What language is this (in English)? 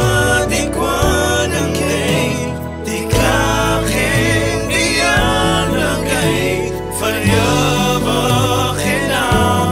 Afrikaans